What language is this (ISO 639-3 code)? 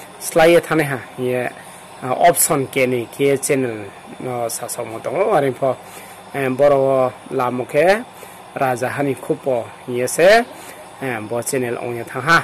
ria